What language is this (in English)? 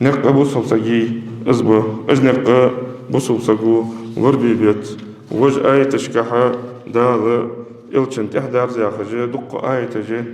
Ingush